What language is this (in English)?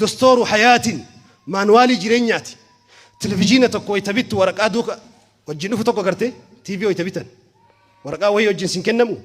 Oromo